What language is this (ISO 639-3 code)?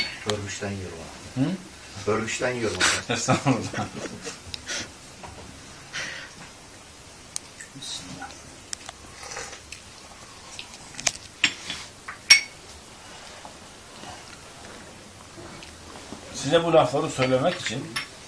tur